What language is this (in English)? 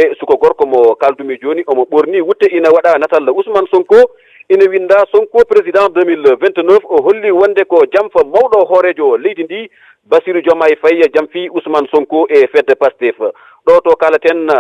Fula